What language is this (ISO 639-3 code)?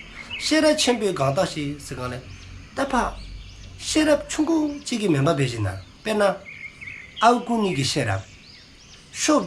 dzo